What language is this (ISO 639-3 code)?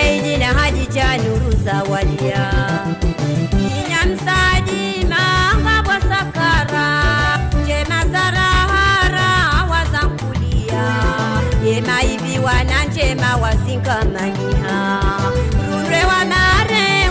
swa